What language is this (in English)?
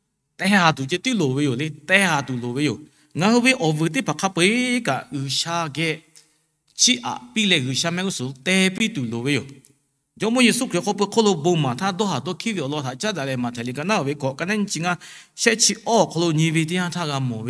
Lahu